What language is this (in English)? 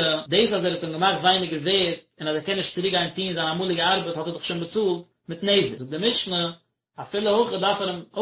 Yiddish